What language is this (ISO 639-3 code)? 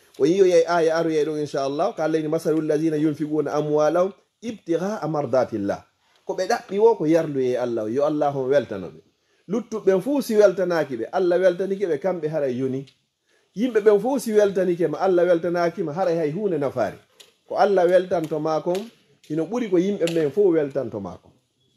ful